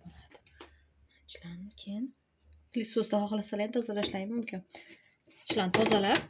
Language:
Uzbek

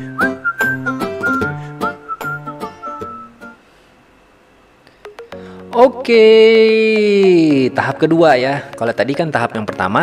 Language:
Indonesian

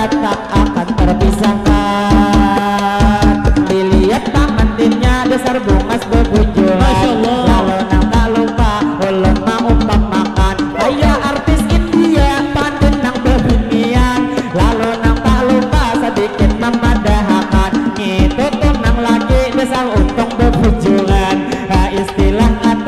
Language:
Banjar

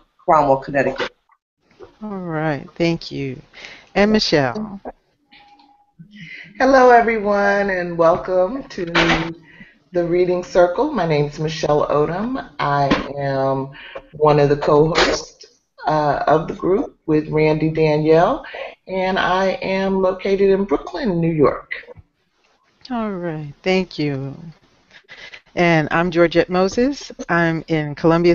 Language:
English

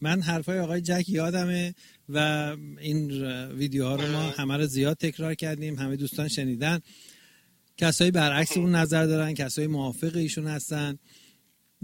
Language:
Persian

